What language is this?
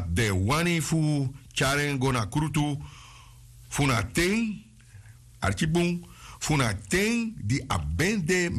Sranan Tongo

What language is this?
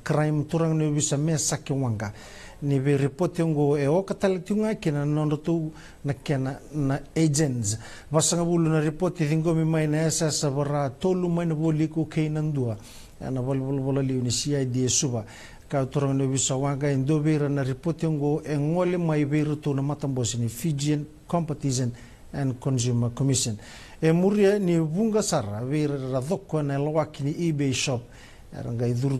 Fijian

